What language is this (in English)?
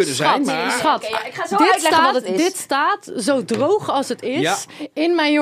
Dutch